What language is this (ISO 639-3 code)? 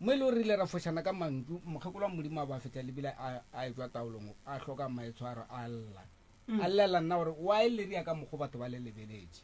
nso